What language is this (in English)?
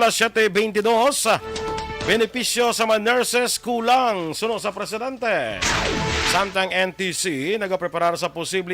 Hiligaynon